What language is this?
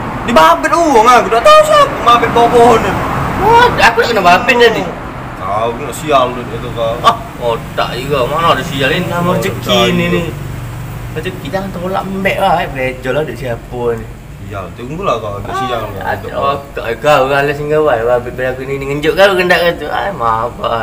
Musi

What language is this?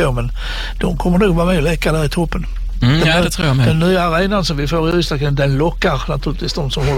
Swedish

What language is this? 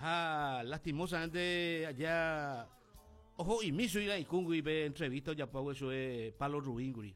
Guarani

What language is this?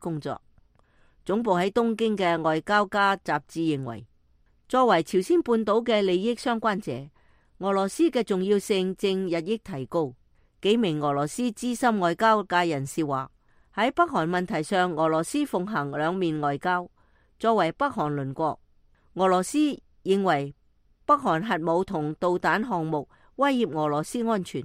Cantonese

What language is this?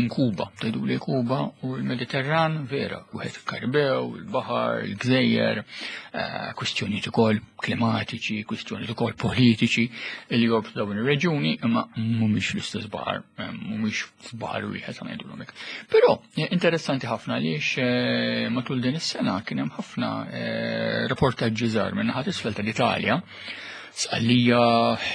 Maltese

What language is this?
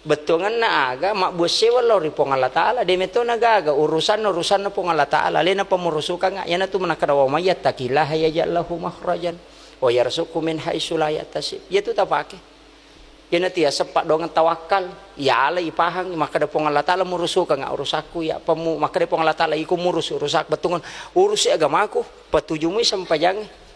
Buginese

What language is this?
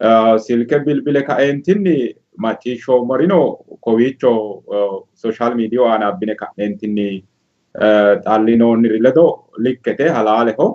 Sidamo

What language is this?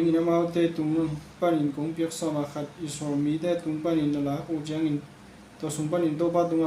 Tedim Chin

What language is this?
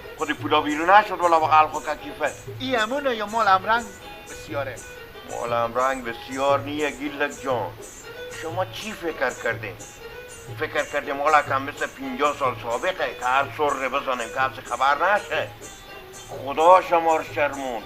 Persian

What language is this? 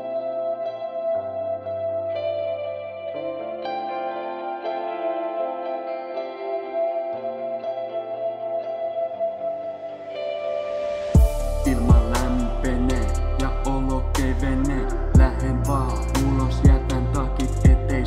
Finnish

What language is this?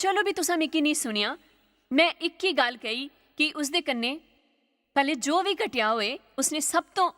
Dogri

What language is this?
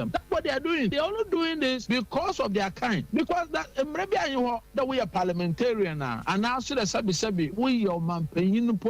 Akan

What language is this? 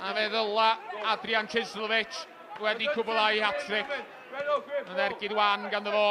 Welsh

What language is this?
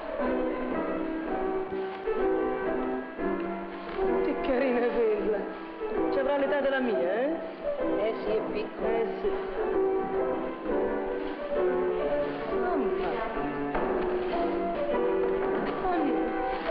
Italian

